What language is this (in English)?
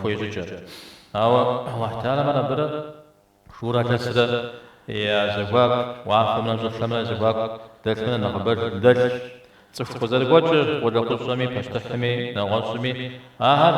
Kabardian